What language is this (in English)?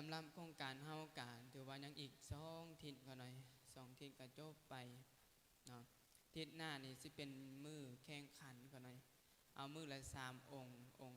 Lao